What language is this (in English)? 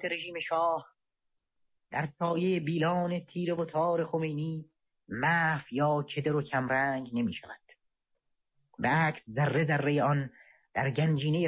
Persian